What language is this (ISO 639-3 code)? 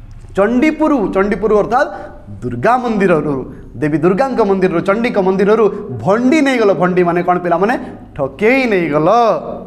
ori